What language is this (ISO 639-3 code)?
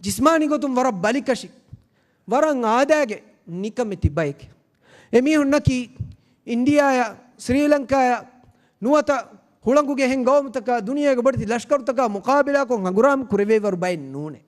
div